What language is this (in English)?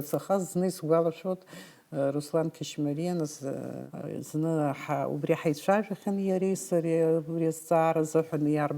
Abkhazian